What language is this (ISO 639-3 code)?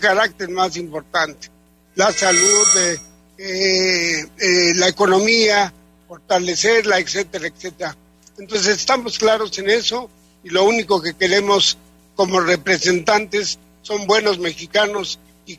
spa